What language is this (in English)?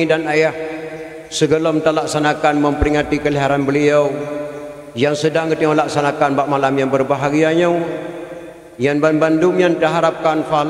Achinese